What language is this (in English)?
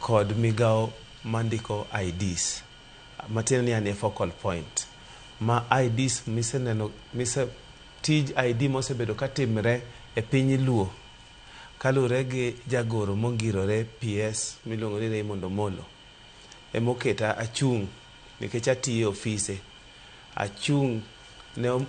Luo (Kenya and Tanzania)